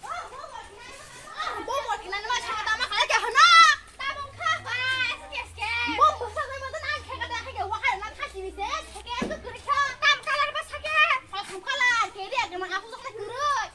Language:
Kok Borok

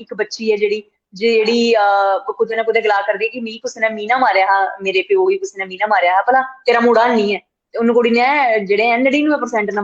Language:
Dogri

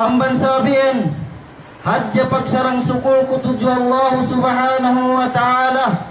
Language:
Yakan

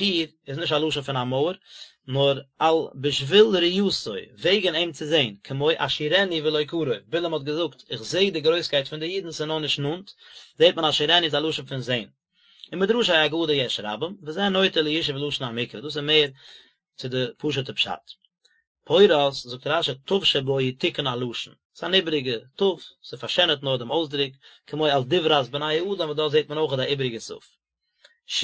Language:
Yiddish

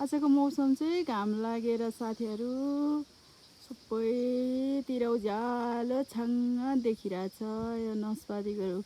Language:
Nepali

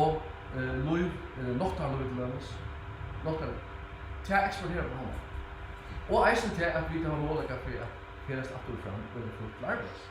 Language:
Faroese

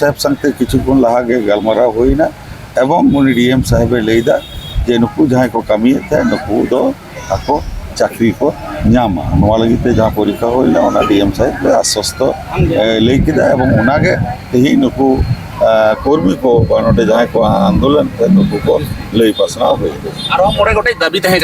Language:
Santali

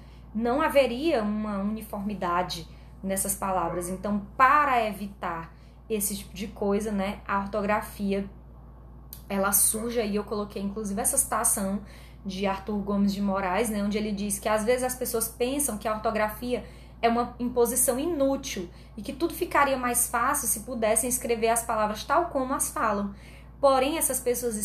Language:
Portuguese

